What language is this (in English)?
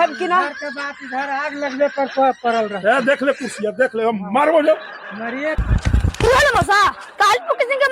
Magahi